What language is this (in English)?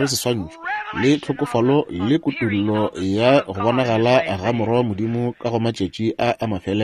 Northern Sotho